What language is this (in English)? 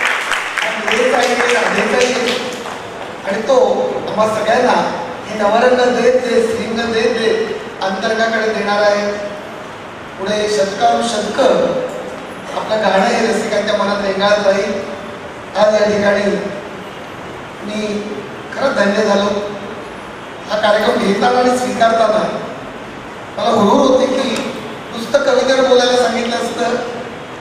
Marathi